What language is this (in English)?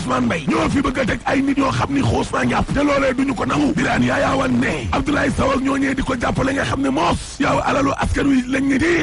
Wolof